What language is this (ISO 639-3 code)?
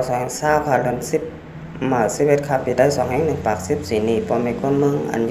shn